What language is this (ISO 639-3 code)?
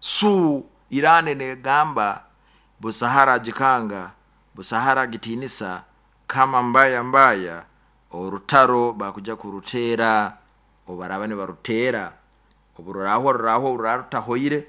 nyo